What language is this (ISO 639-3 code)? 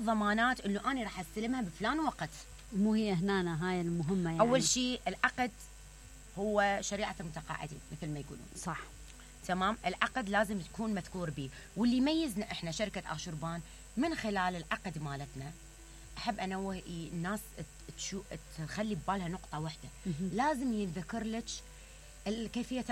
acm